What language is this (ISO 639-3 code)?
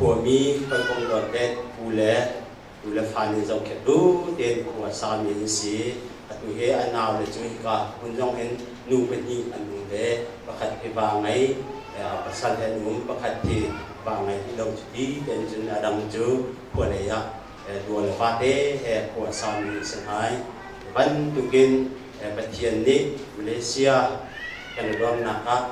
cnh